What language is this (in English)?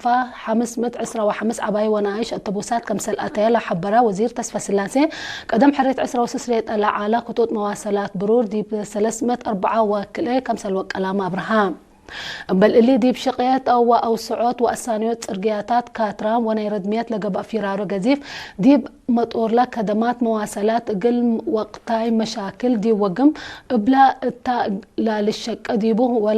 Tigre